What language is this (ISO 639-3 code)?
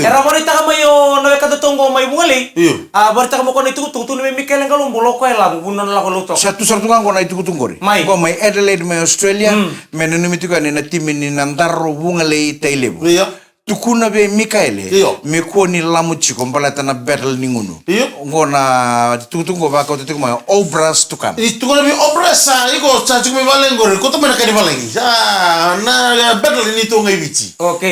fij